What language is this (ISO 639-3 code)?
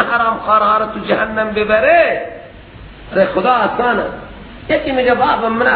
fas